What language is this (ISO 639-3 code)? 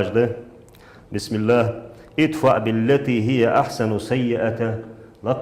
inh